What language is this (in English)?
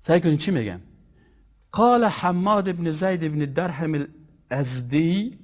Persian